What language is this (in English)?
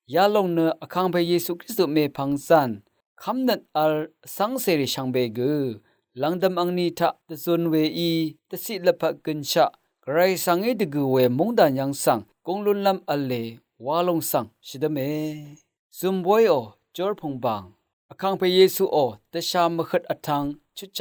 Rawang